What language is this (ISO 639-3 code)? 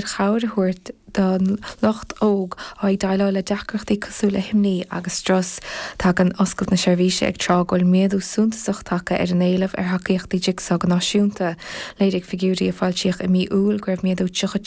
gle